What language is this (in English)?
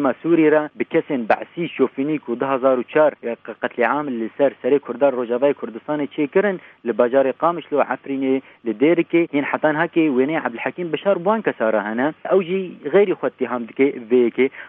Kurdish